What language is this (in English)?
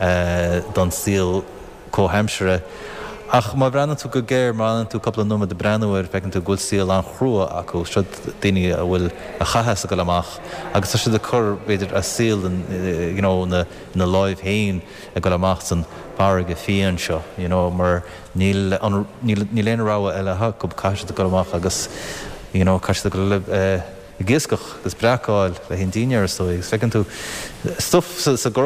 Irish